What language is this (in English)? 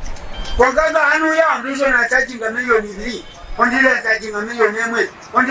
Nyankole